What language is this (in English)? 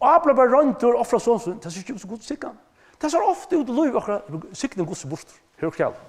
Faroese